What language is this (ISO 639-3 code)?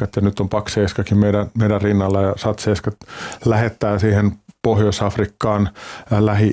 fin